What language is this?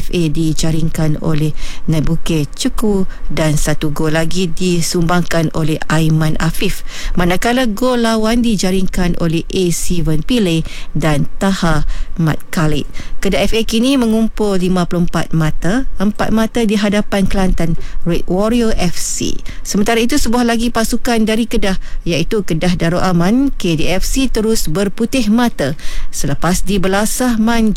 Malay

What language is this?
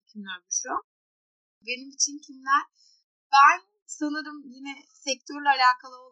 Turkish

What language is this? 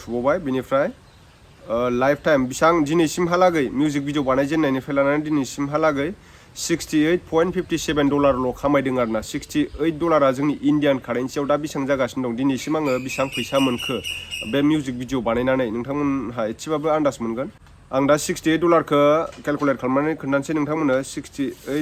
Bodo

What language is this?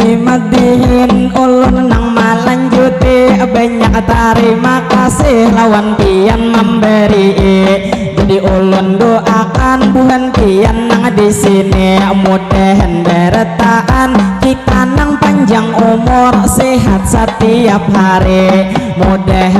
Banjar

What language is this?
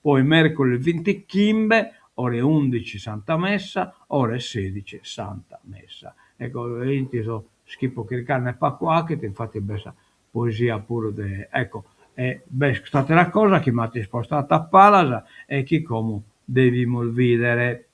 Sardinian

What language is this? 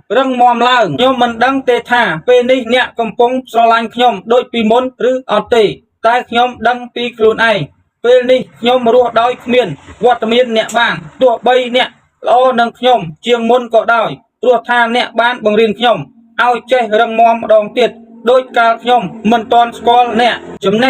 Khmer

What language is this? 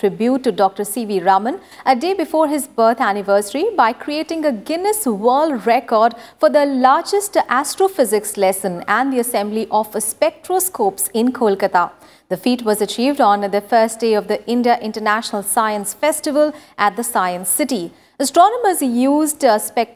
English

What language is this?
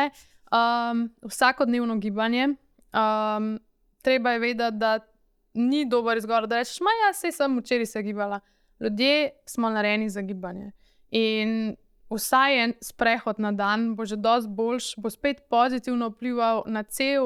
Slovenian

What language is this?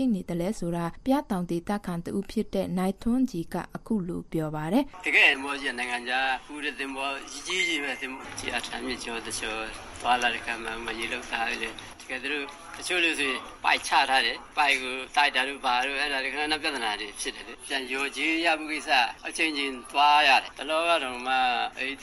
Burmese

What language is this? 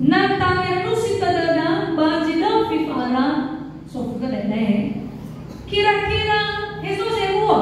Nias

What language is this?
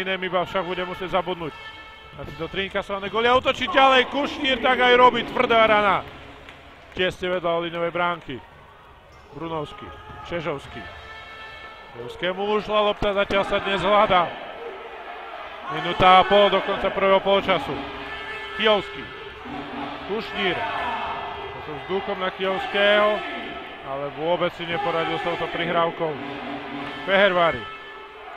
Slovak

